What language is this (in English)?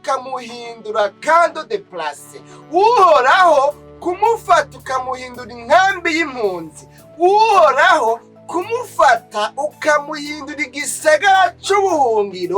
Rundi